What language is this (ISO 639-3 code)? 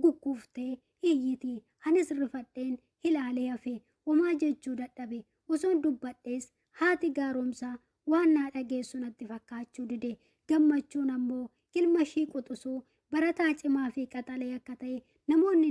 orm